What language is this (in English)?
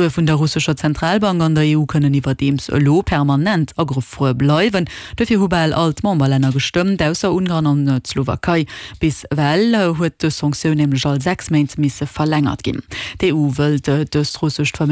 Luxembourgish